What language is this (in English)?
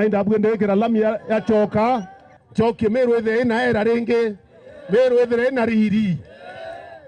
Meru